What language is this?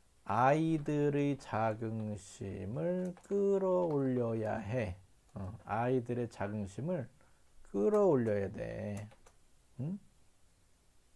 Korean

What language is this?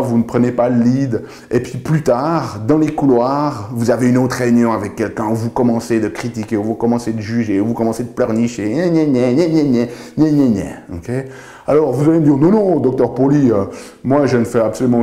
French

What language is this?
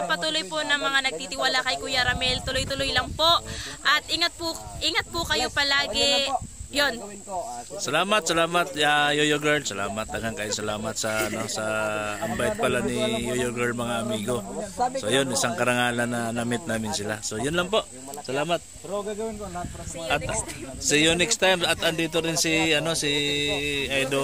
Filipino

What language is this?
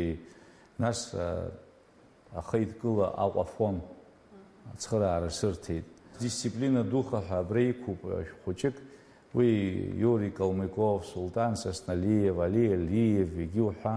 Abkhazian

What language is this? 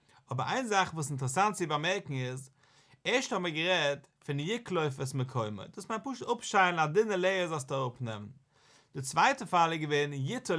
Yiddish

